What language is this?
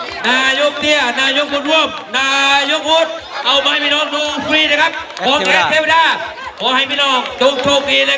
Northeastern Thai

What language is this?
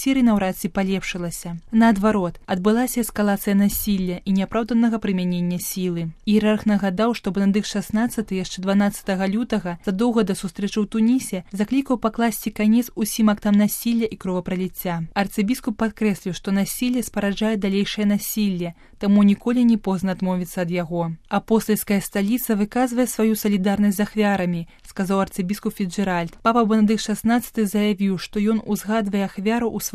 Belarusian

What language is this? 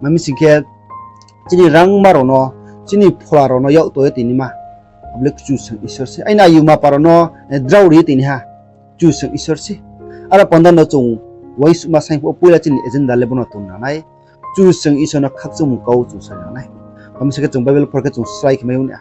Riang (India)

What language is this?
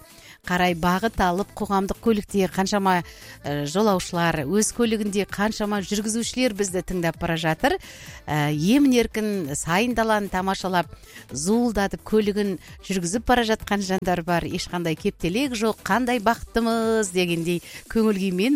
Kazakh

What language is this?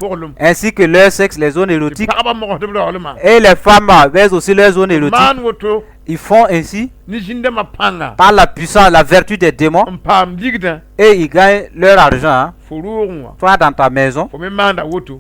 Mossi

